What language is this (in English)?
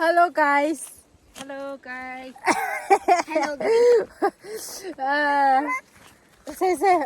Tangkhul Naga (India)